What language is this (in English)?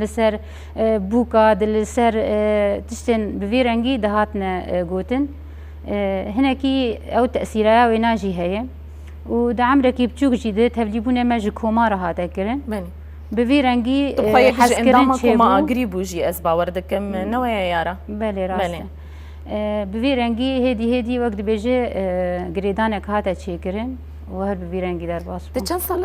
Kurdish